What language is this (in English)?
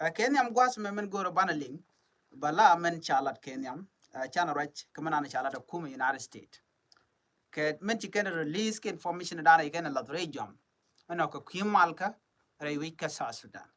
Nuer